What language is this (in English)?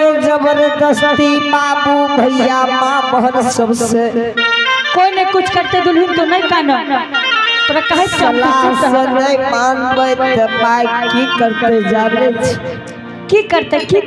Angika